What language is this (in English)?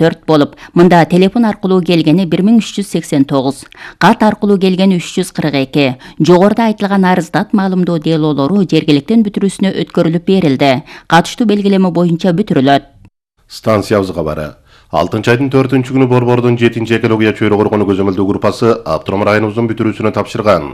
Kyrgyz